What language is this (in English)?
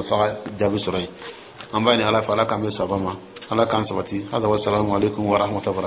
Dyula